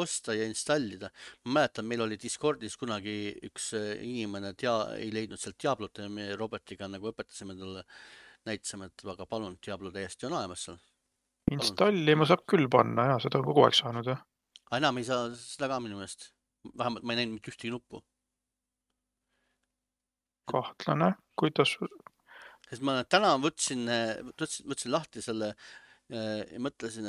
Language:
Estonian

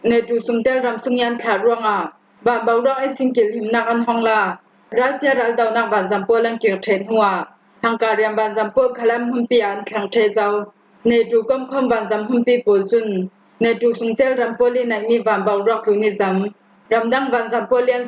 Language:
Falam Chin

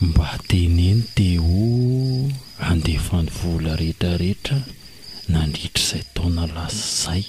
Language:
Malagasy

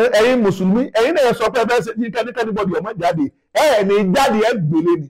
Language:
Yoruba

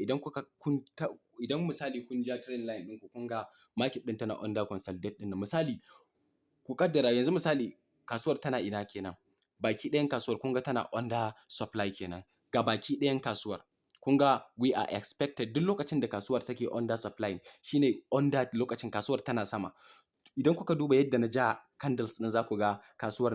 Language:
Hausa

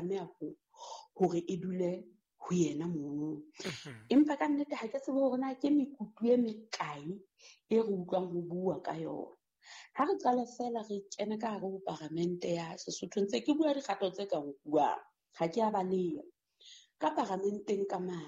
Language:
Southern Sotho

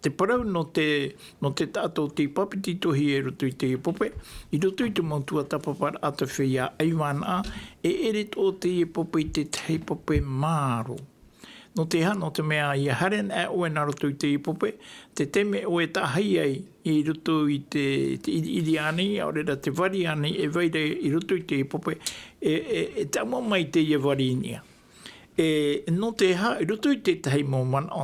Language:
Tahitian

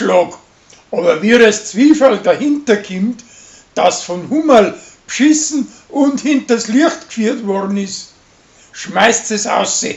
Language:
Bavarian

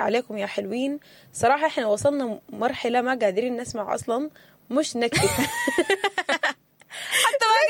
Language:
Sudanese Arabic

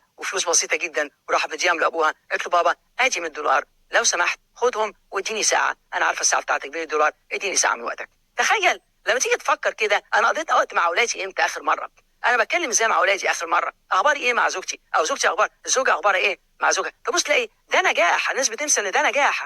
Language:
Egyptian Arabic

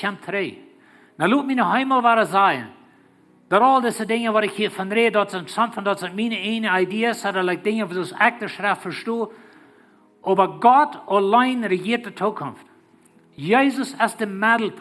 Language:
Plautdietsch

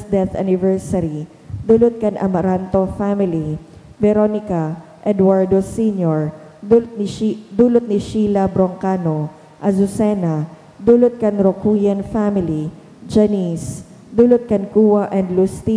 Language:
Bikol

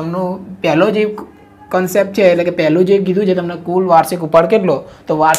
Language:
Gujarati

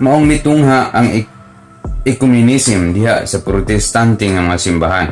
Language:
Cebuano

